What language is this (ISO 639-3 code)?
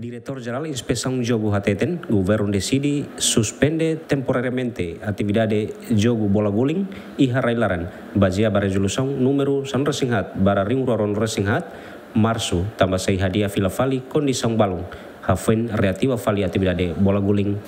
tet